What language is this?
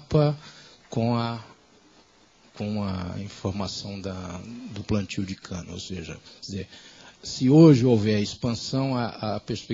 Portuguese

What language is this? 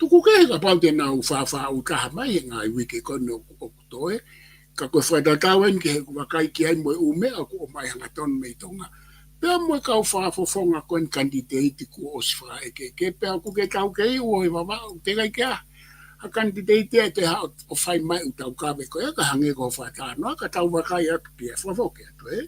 Tongan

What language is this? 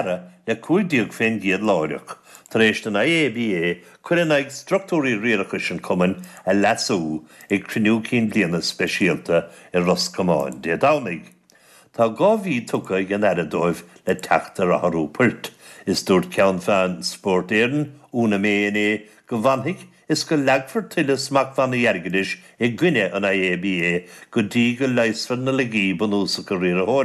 Irish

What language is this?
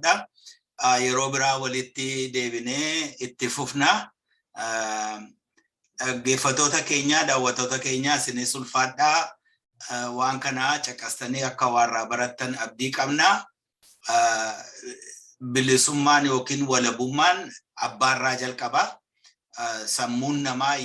Oromo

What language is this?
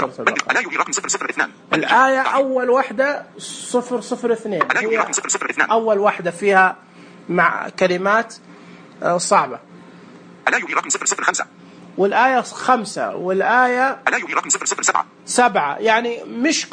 Najdi Arabic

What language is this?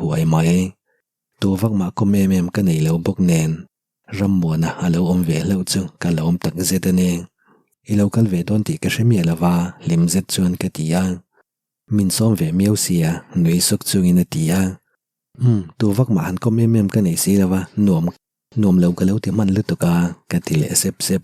Mizo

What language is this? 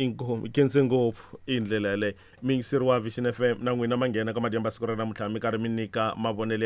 Tsonga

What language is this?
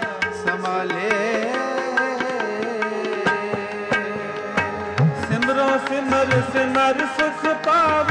Punjabi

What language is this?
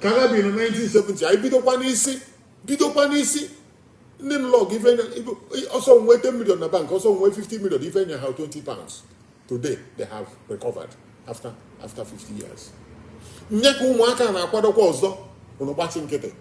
Igbo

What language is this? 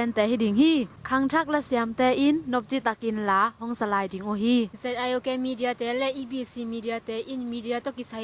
Tedim Chin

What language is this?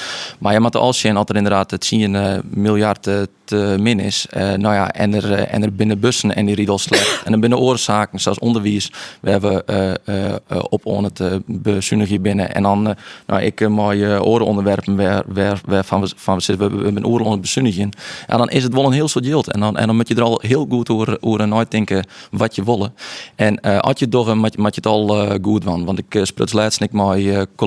Western Frisian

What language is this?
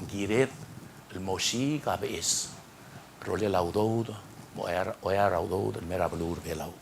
Palauan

